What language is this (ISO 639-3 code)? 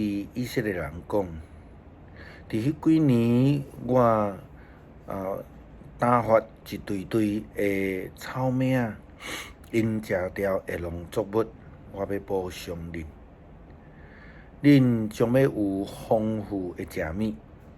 nan